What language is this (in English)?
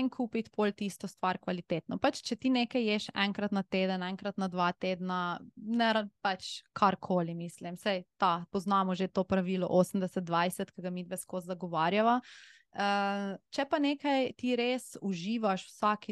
Slovenian